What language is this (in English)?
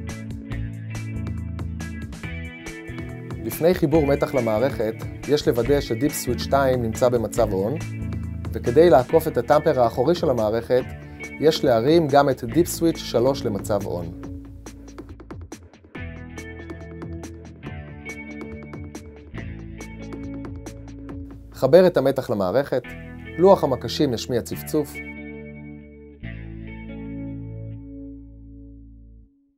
Hebrew